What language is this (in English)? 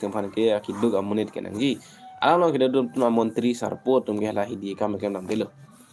Karbi